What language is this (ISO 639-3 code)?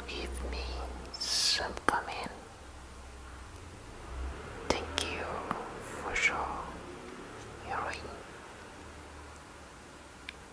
vie